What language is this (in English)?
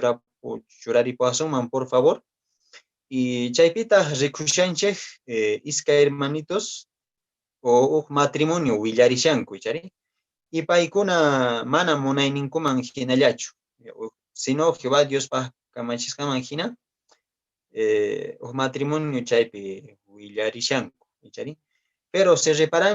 Quechua